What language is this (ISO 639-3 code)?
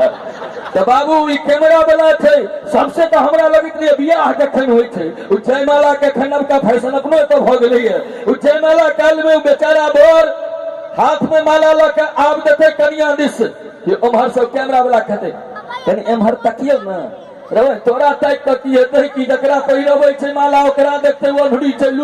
mai